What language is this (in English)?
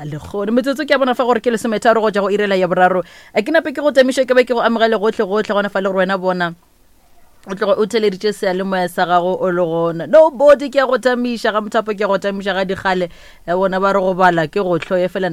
Northern Sotho